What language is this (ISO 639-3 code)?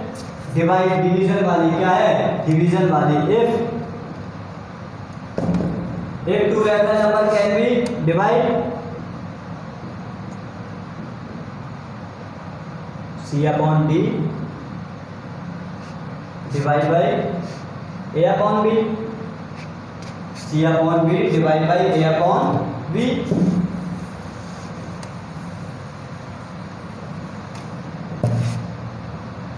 hin